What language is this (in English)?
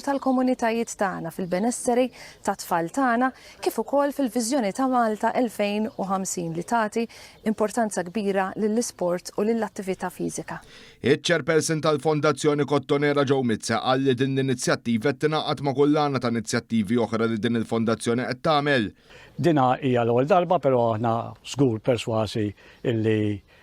Maltese